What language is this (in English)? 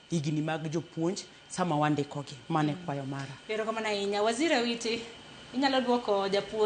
Luo (Kenya and Tanzania)